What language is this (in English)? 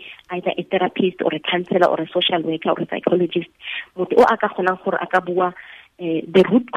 Tswana